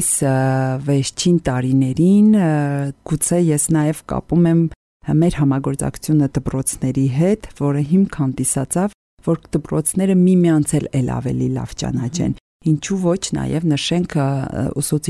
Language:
Armenian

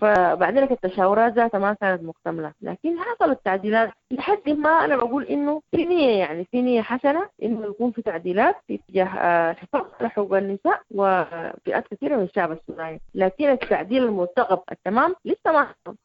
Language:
Sudanese Arabic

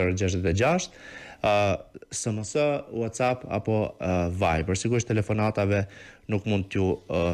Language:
Albanian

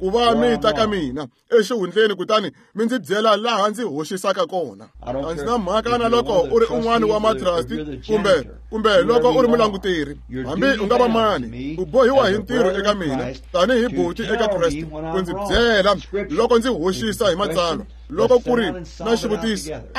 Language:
Tsonga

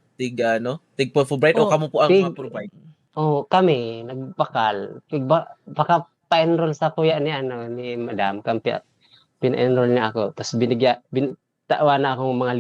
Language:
Bikol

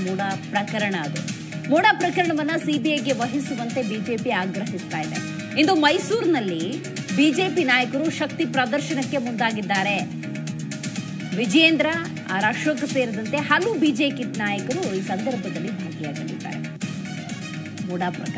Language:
Kannada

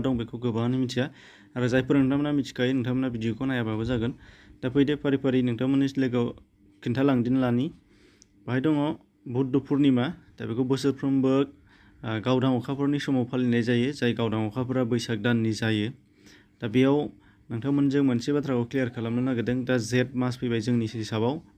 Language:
Bodo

